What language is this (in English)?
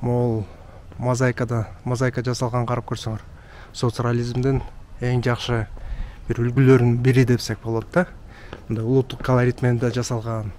Kyrgyz